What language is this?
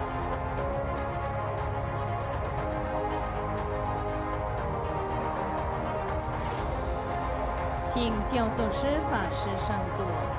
Chinese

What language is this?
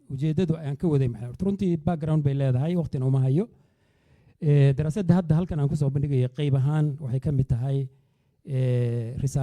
Somali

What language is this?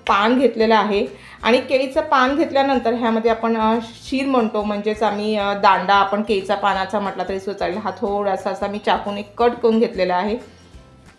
Marathi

